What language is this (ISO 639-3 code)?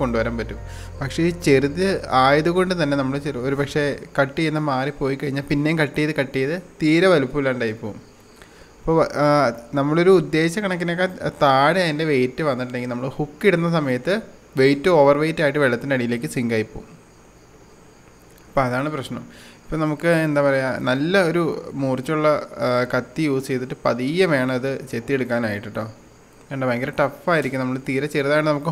mal